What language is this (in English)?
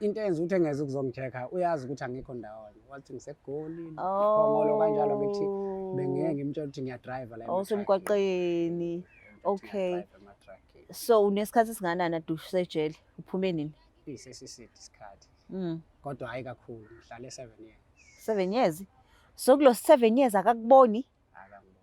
Zulu